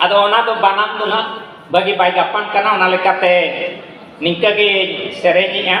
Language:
Santali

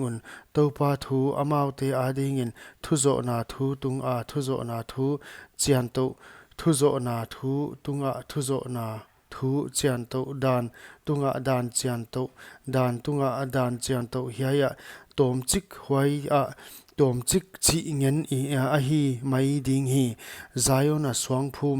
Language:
Paite Chin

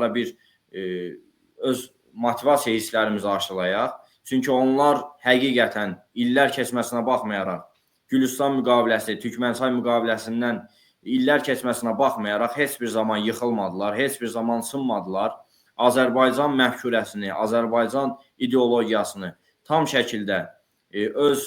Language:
Azerbaijani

